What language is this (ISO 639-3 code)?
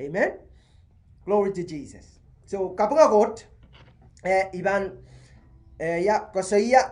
pon